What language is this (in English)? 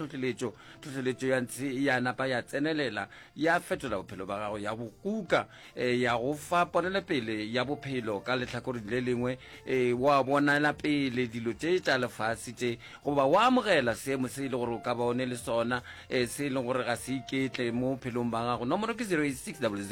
Northern Sotho